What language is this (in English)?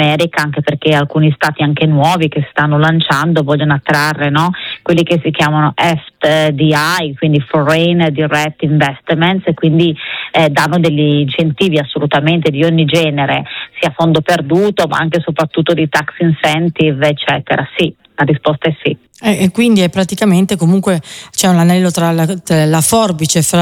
Italian